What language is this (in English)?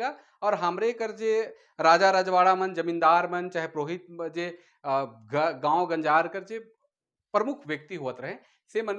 Sadri